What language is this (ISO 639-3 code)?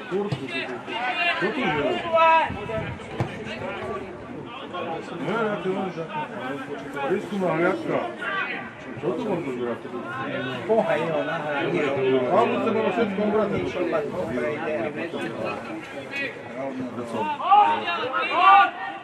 slk